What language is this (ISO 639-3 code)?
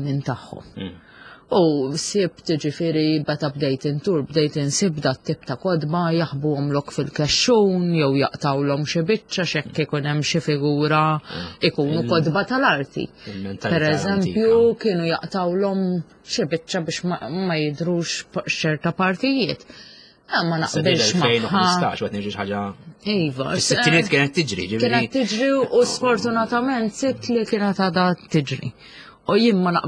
mlt